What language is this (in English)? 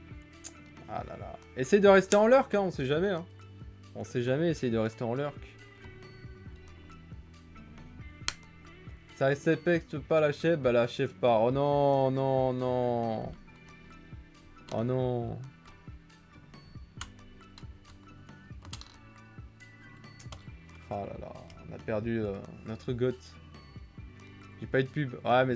French